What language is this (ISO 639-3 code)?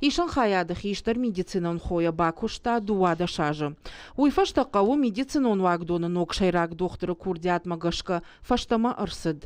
oss